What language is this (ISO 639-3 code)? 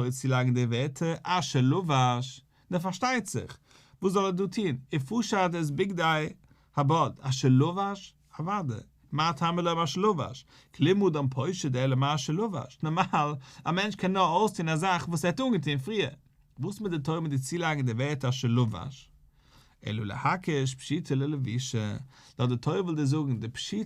yid